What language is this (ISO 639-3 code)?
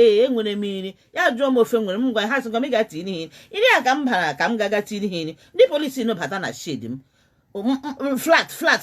ibo